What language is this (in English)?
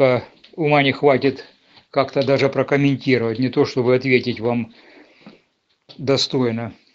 Russian